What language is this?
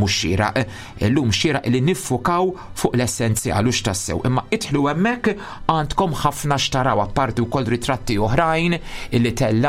Maltese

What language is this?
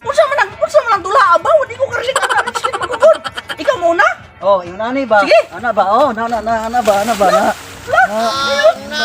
Cebuano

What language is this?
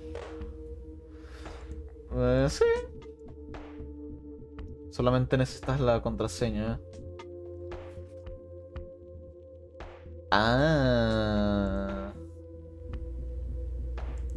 Spanish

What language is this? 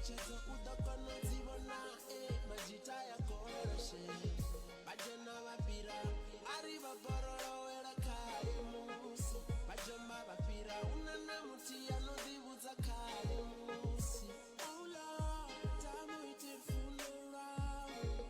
Venda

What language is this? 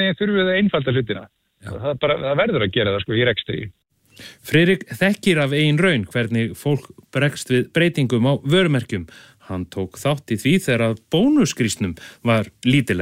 Icelandic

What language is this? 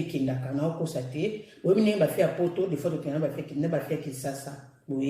Lingala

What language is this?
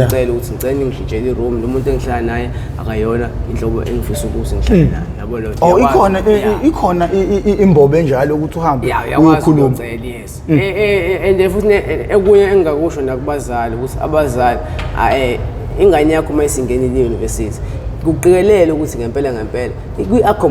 Zulu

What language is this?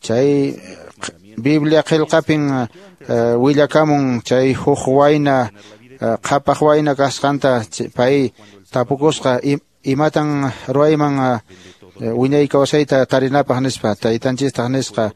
Quechua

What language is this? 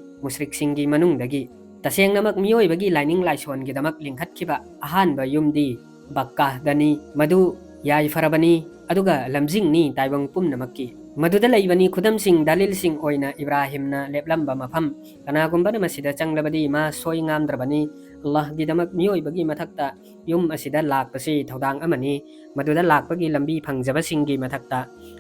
Manipuri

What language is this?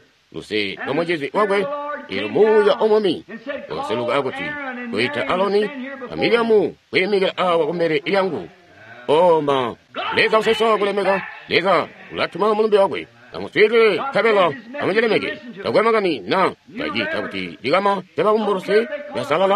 Tonga (Zambia)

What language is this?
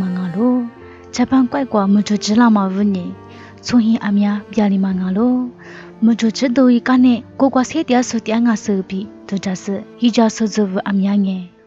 Lisu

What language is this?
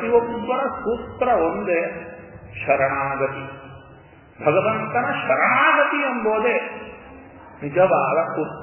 Kannada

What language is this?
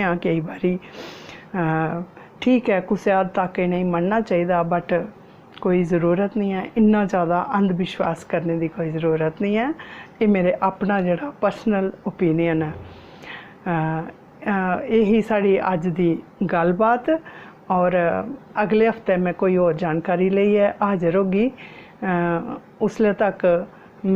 Dogri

